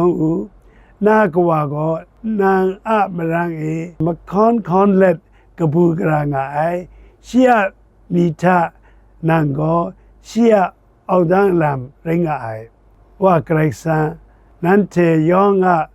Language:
Kachin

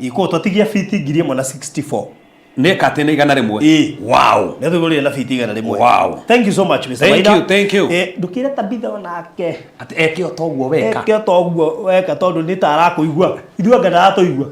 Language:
Kikuyu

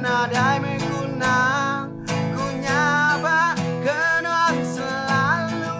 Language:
Iban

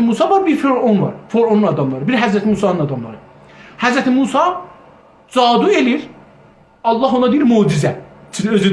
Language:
South Azerbaijani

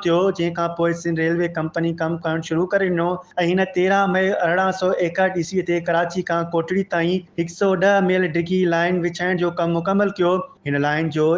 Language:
Sindhi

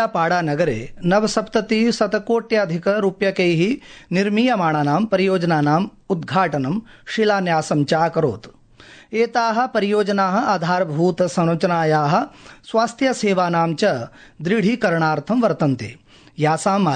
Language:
Sanskrit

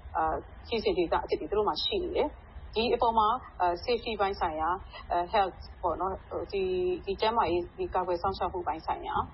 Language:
Burmese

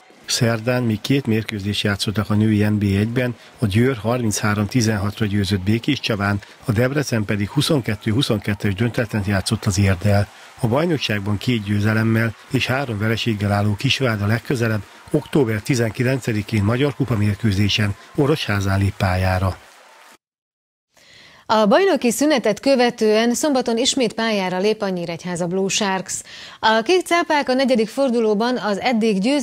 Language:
Hungarian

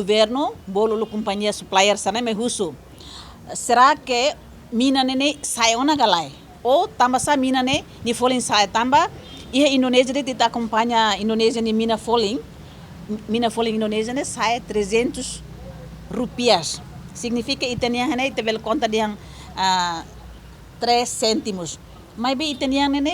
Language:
Tetum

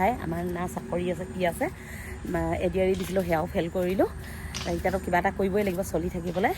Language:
Assamese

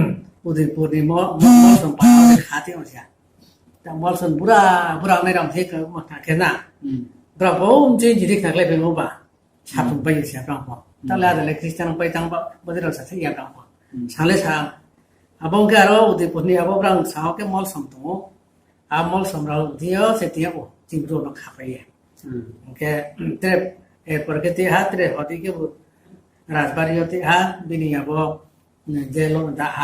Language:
Riang (India)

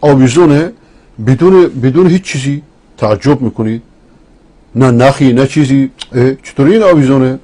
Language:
Persian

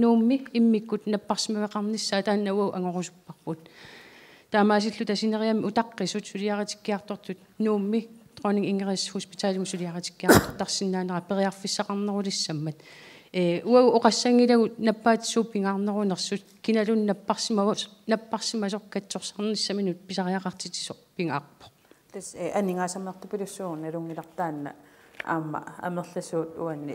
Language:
Kalaallisut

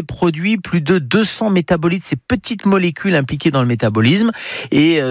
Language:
French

